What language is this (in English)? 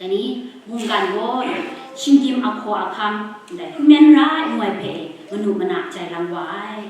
Kachin